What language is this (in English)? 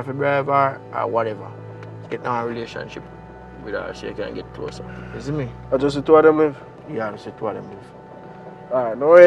Jamaican Creole English